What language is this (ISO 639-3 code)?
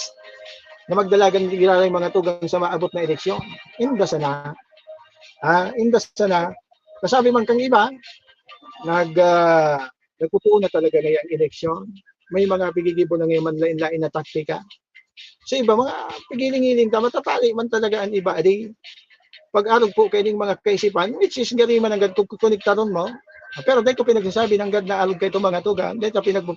bik